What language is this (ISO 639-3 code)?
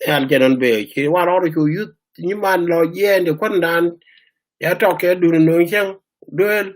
nus